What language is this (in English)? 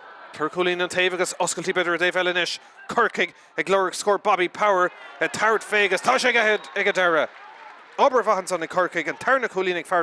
Irish